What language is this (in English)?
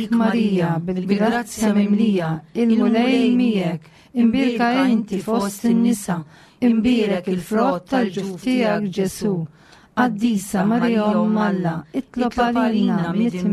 Maltese